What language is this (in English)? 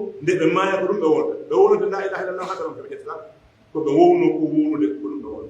Pular